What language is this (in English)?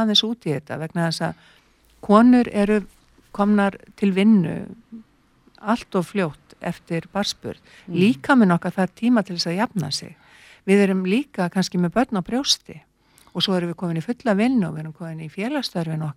Icelandic